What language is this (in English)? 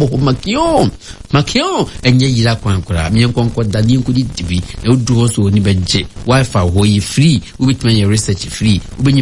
Akan